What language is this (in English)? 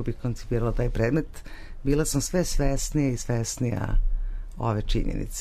Serbian